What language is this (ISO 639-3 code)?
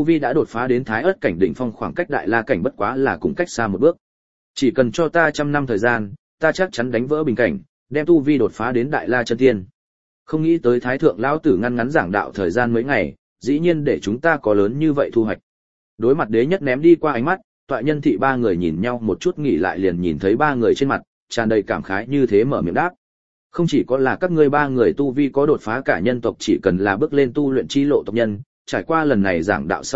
vie